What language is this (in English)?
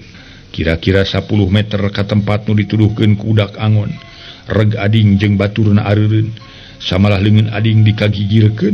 Sundanese